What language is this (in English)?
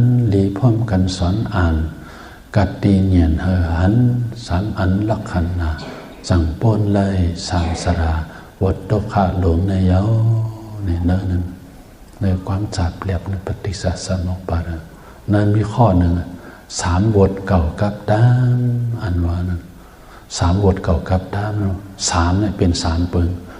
Shan